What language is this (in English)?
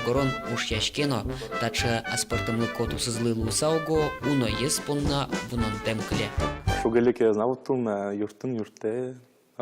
Udmurt